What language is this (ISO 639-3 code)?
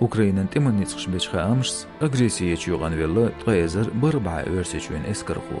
che